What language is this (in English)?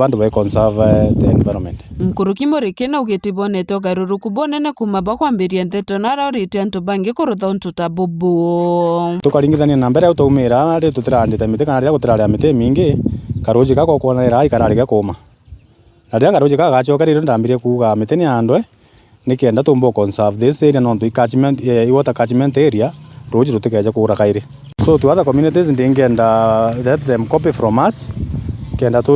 Meru